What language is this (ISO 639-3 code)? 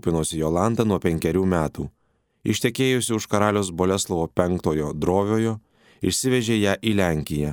lit